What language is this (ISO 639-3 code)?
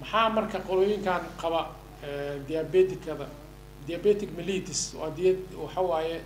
som